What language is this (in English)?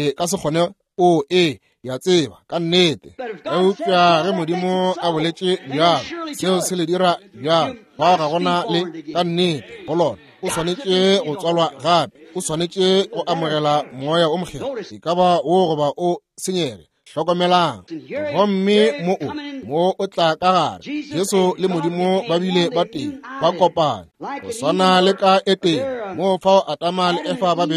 Northern Sotho